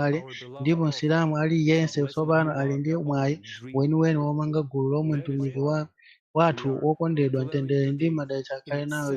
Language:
Nyanja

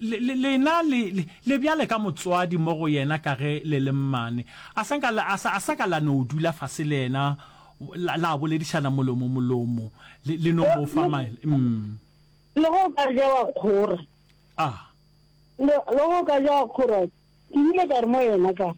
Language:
Northern Sotho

